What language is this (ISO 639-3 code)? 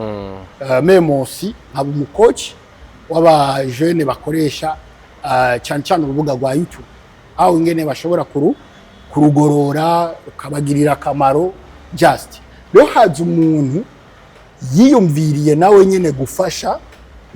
run